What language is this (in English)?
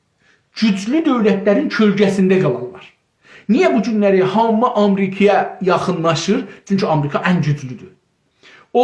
South Azerbaijani